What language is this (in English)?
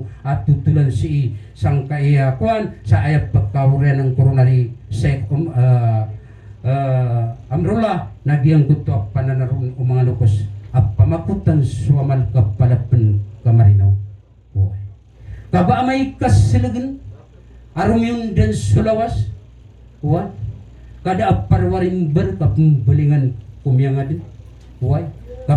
Maranao